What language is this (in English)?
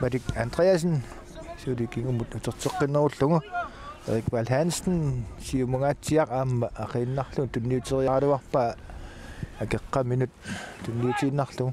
Kalaallisut